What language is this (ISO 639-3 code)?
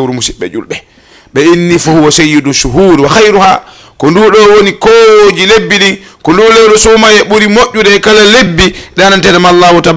ful